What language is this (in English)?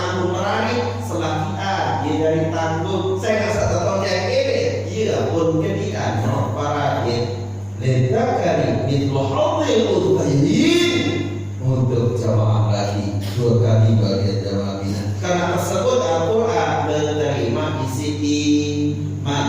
Sasak